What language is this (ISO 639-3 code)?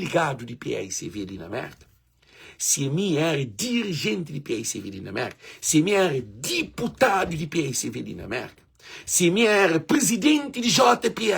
kea